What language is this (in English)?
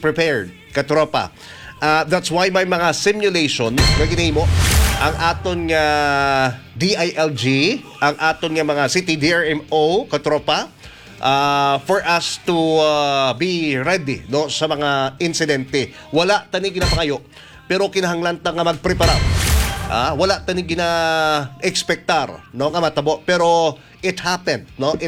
Hiligaynon